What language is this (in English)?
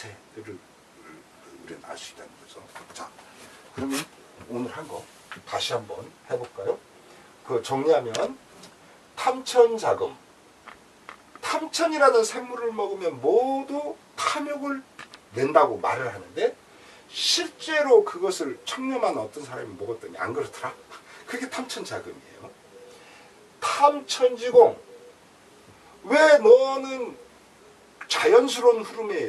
Korean